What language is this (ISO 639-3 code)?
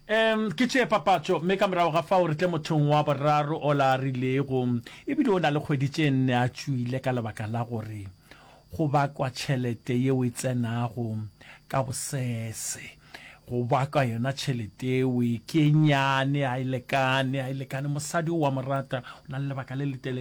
nso